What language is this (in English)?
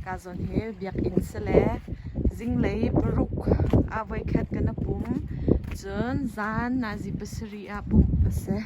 Hakha Chin